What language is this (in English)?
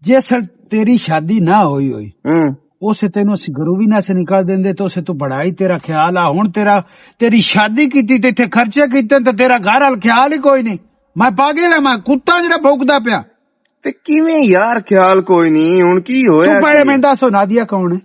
Western Panjabi